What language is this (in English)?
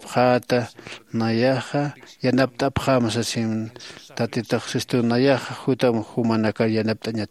Aymara